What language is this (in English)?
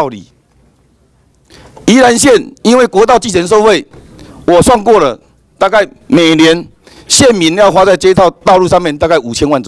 Chinese